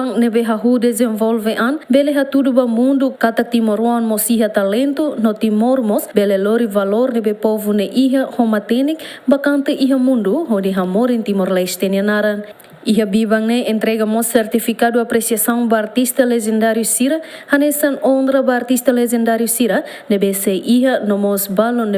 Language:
Tetum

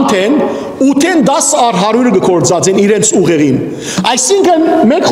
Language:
Western Armenian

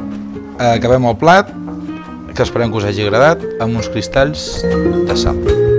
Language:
Catalan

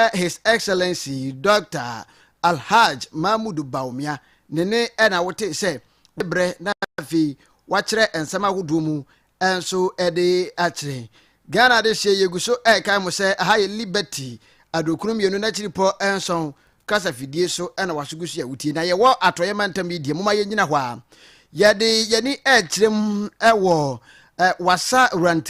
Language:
Akan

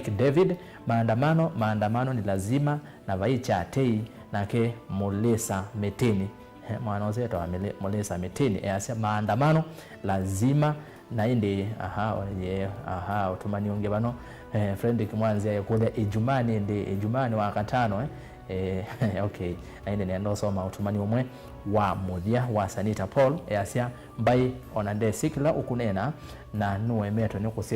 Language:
Kamba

